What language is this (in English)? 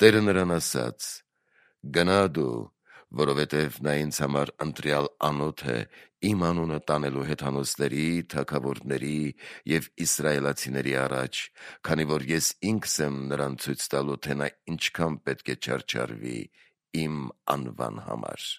Armenian